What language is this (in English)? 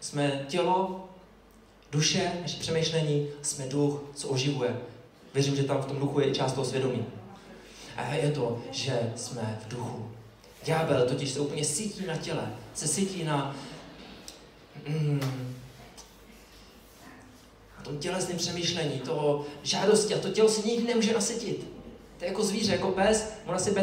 Czech